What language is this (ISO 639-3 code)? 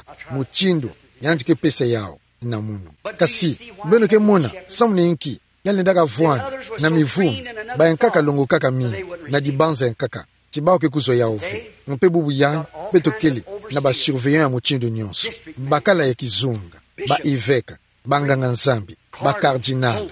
ktu